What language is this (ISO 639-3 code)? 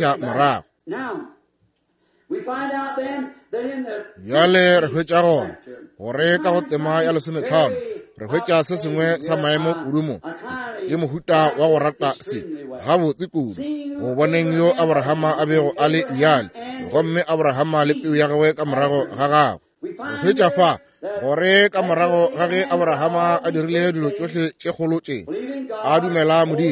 nso